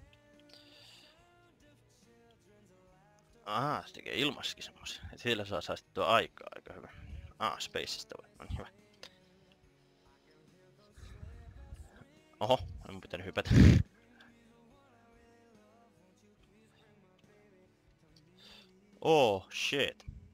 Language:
Finnish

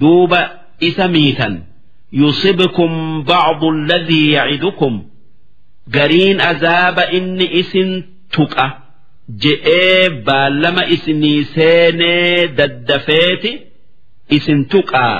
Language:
Oromo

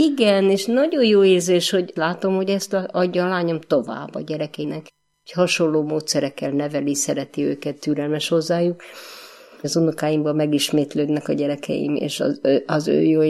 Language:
Hungarian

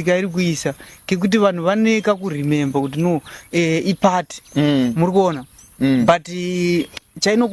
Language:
Shona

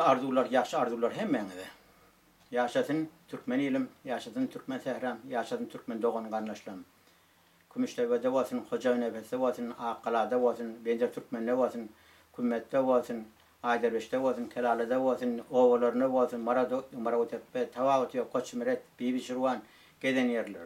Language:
Turkmen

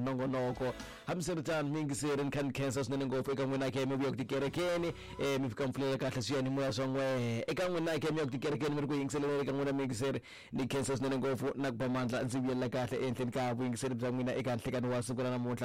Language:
Tsonga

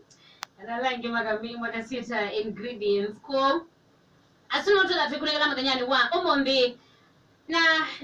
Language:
Kamba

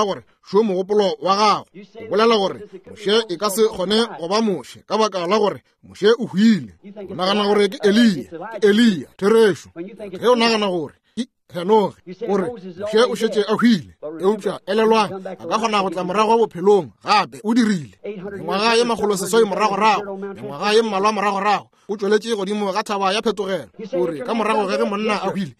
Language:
Northern Sotho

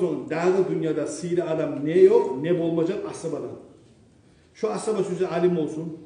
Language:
Kumyk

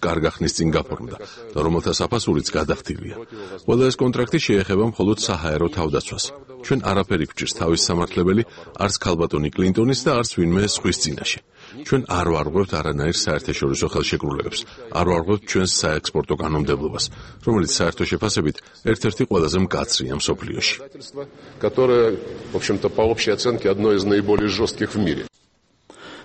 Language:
Georgian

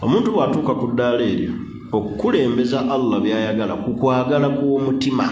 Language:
Ganda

